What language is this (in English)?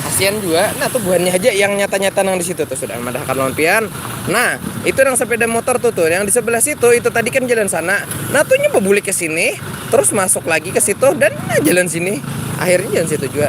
Banjar